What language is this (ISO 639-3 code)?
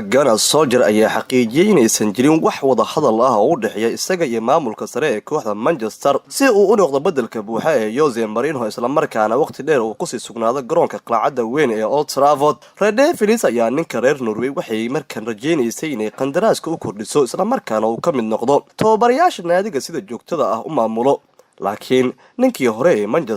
som